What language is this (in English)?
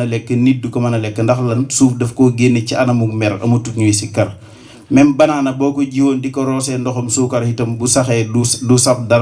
Wolof